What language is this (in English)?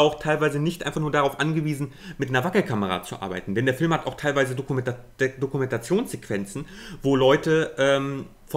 German